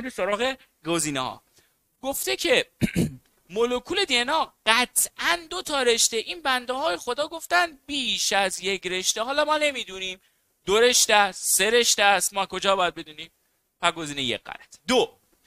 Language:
Persian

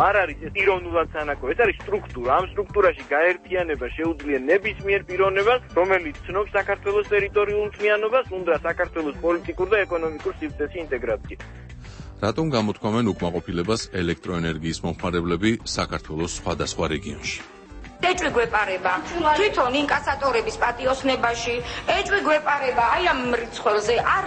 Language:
Georgian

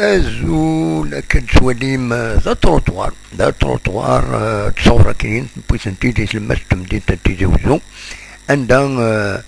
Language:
Kabyle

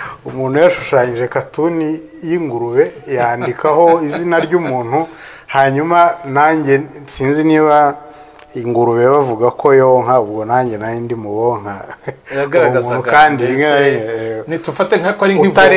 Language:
Kinyarwanda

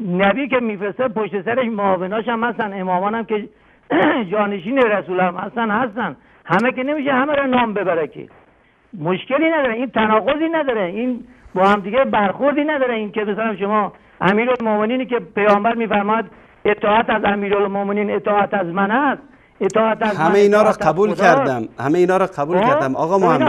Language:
Persian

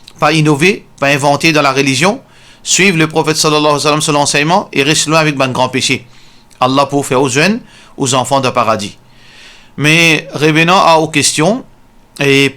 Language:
Morisyen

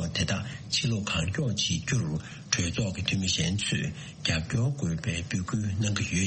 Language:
Tibetan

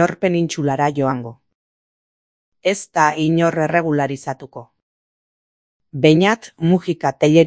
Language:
Basque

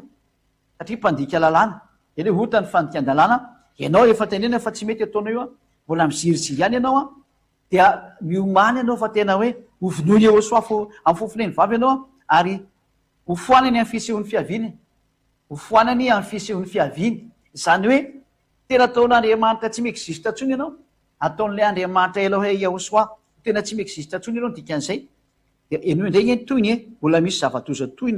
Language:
Malagasy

